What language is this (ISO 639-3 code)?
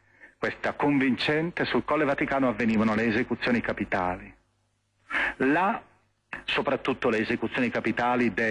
ita